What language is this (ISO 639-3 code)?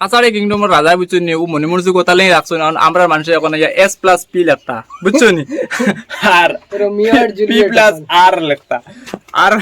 syl